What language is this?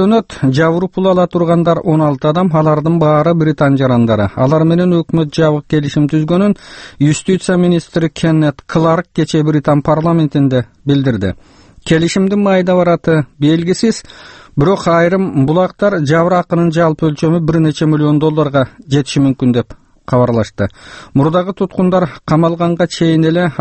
Kyrgyz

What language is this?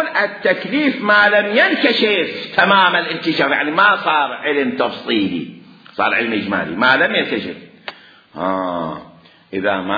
Mesopotamian Arabic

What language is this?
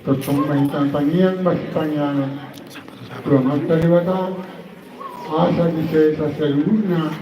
Batak Toba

